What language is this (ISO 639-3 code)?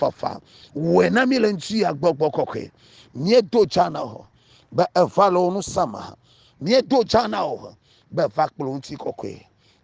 ewe